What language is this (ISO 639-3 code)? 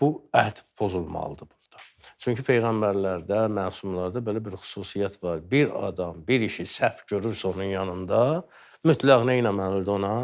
aze